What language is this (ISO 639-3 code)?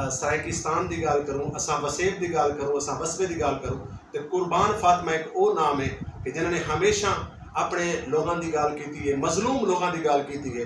skr